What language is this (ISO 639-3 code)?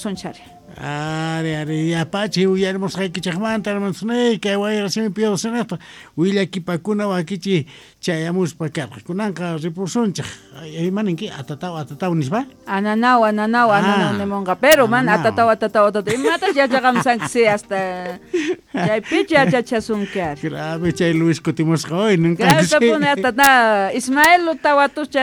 que